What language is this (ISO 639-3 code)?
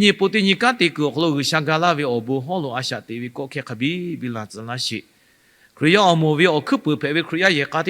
lhu